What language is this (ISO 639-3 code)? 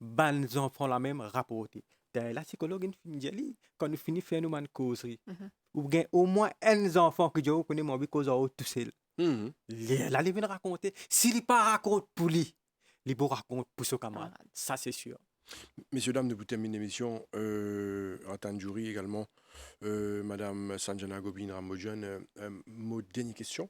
mfe